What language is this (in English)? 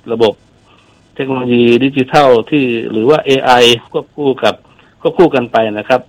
Thai